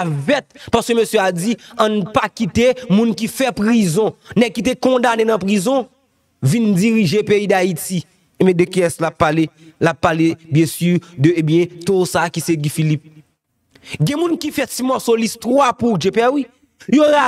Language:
Haitian Creole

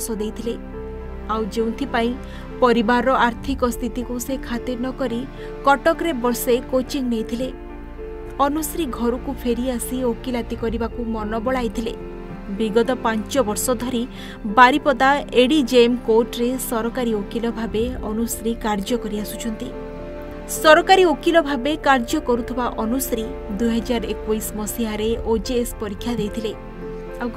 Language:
Odia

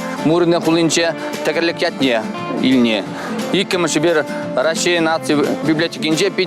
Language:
Chuvash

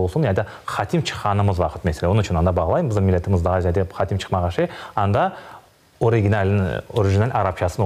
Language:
Crimean Tatar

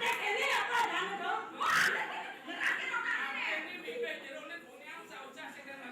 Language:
Balinese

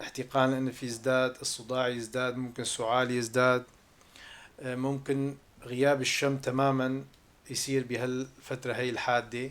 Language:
North Levantine Arabic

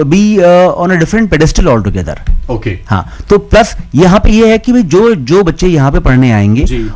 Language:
Hindi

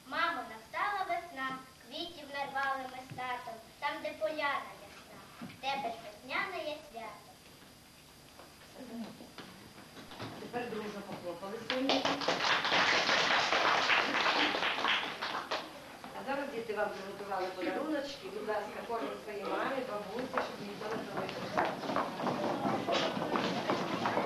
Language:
Ukrainian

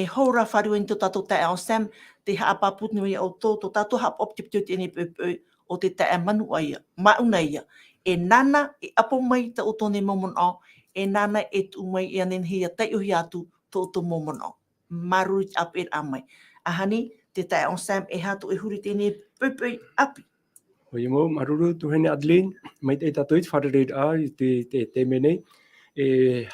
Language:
Tahitian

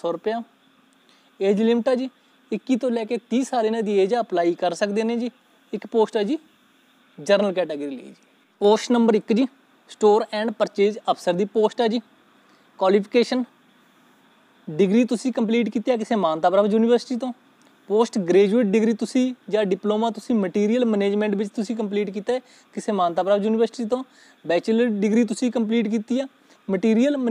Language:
Punjabi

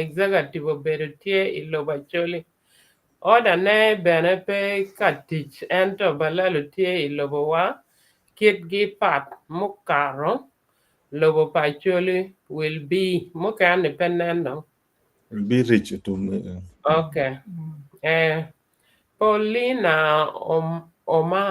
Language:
Acoli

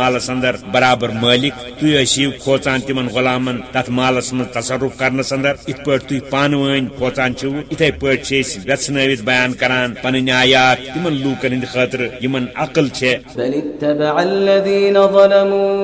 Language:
Kashmiri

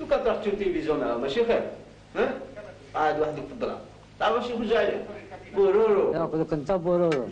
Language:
Algerian Arabic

